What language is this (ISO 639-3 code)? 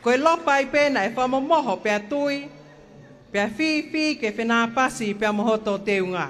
ton